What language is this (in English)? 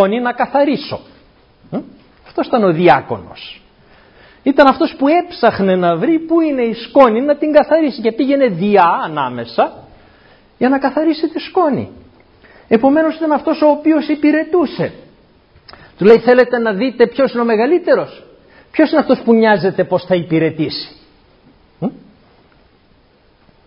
Greek